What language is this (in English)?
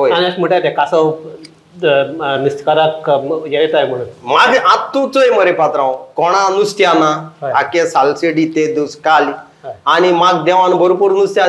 Konkani